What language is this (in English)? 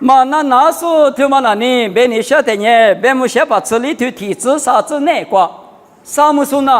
Lisu